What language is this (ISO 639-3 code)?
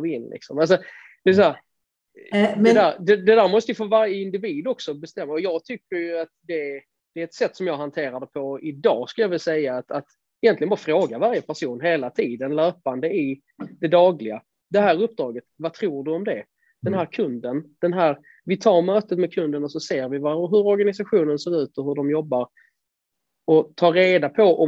swe